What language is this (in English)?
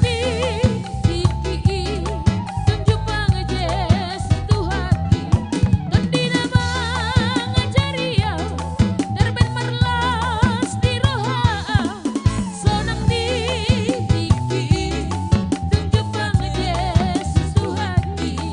Batak Simalungun